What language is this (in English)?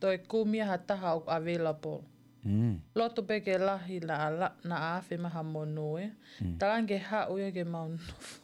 Tongan